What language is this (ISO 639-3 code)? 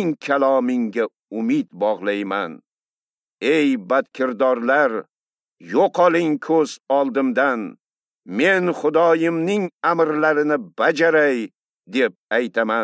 uzb